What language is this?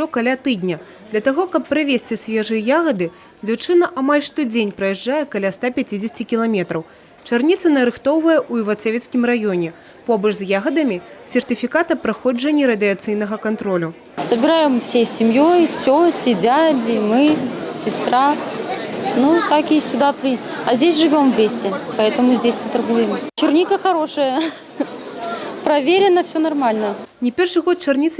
Belarusian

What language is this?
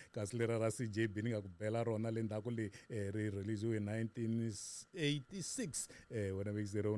Tsonga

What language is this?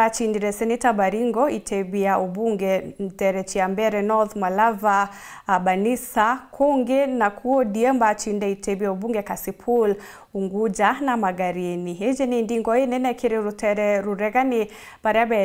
Meru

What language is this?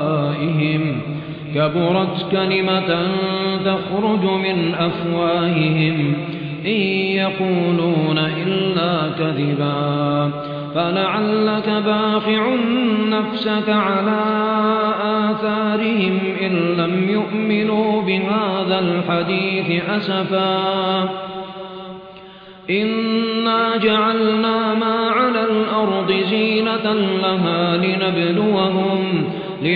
Arabic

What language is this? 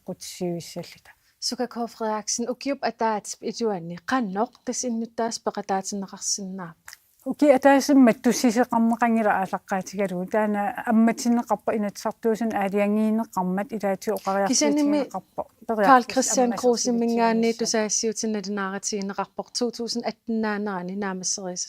Kalaallisut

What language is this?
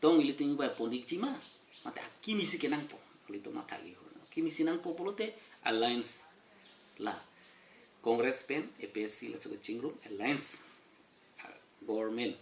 Karbi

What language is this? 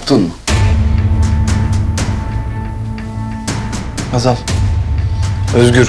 Turkish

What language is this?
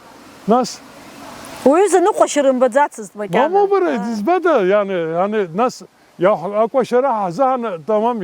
Abkhazian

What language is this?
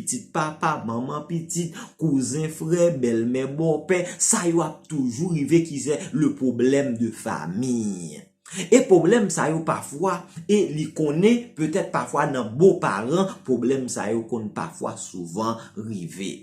Haitian Creole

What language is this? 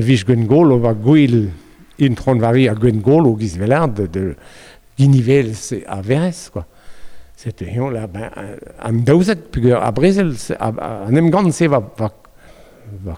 Breton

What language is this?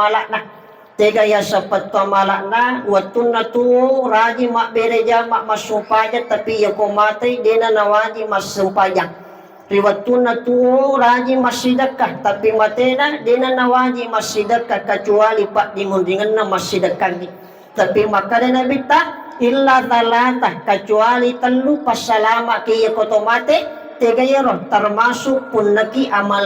Buginese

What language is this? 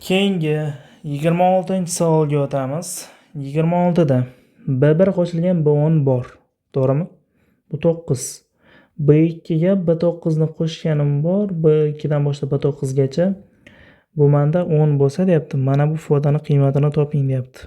Uzbek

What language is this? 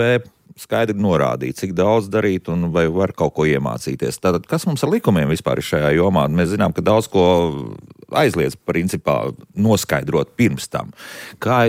Latvian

